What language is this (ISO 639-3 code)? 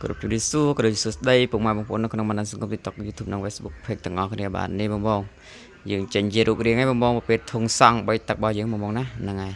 khm